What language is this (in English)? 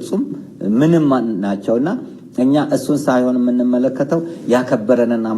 Amharic